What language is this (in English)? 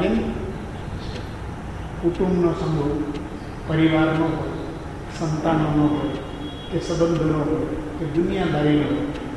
Gujarati